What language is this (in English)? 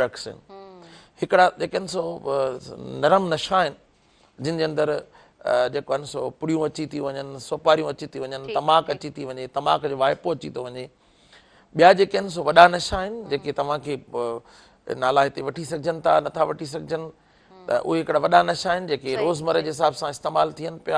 Sindhi